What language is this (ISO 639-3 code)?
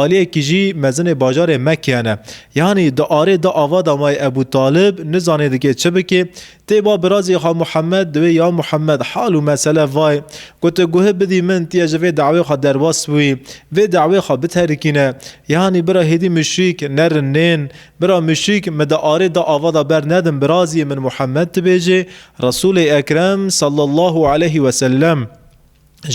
kur